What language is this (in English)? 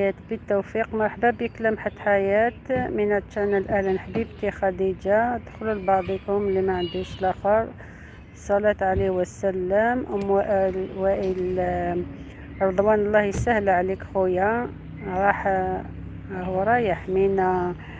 Algerian Arabic